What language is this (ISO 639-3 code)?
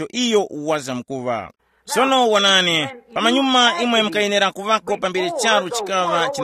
tum